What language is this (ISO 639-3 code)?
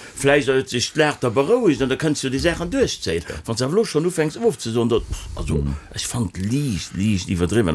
ltz